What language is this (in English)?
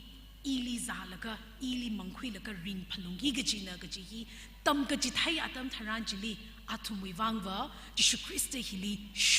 Tangkhul Naga (India)